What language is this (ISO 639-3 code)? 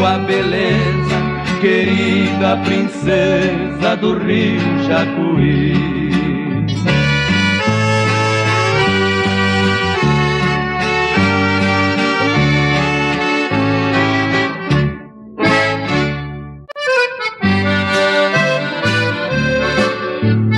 por